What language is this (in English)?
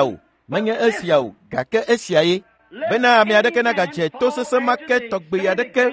Ewe